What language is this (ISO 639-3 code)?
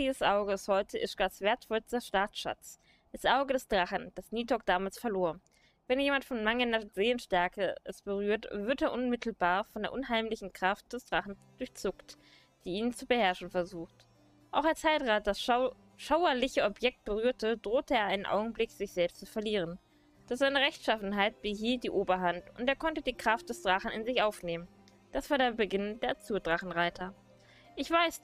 deu